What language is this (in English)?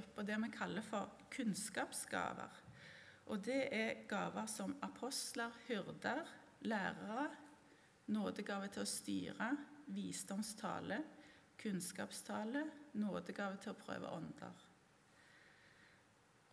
Norwegian